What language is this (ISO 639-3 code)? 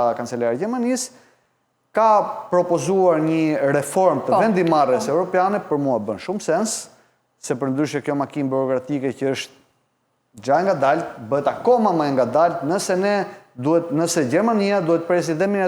sqi